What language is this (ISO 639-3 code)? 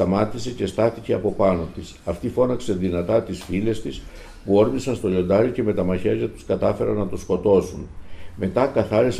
ell